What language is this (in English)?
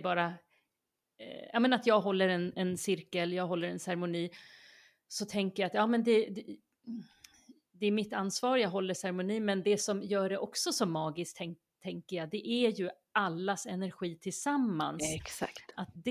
Swedish